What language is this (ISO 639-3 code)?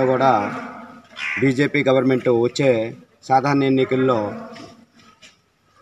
tel